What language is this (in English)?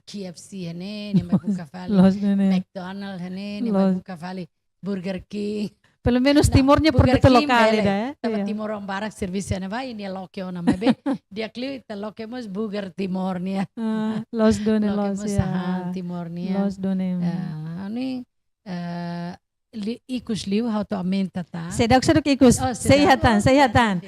Tetum